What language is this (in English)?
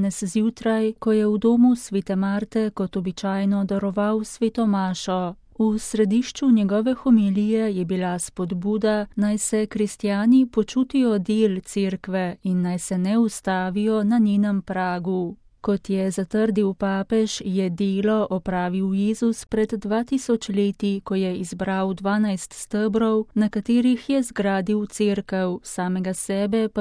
Slovenian